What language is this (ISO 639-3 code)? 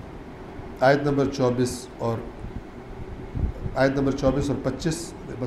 urd